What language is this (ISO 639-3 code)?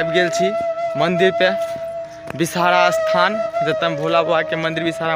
mai